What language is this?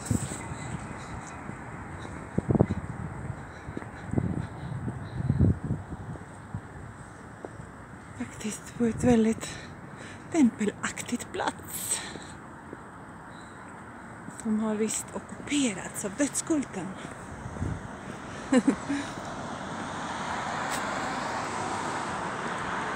Swedish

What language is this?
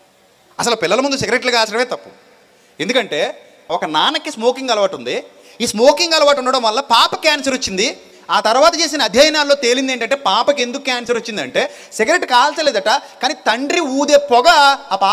Telugu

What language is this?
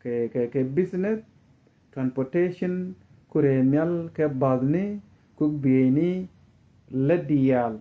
Nuer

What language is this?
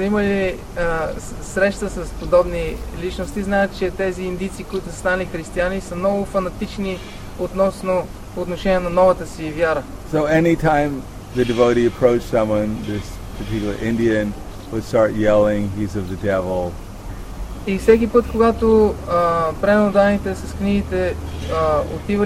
Bulgarian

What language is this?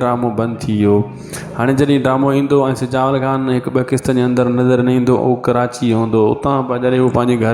Sindhi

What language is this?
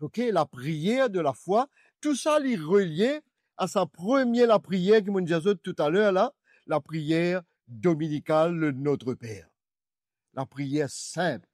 Morisyen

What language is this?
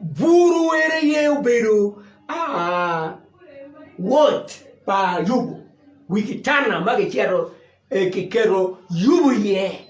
Acoli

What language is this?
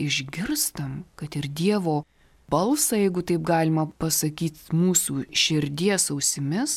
Lithuanian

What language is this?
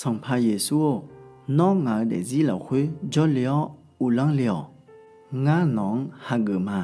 Akha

